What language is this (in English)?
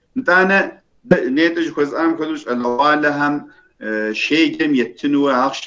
Kabardian